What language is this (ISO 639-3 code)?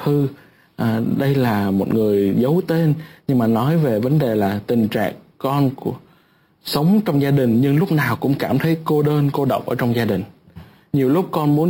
vie